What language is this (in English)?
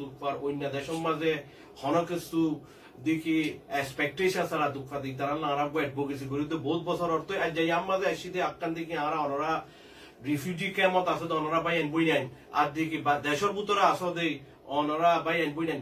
Rohingya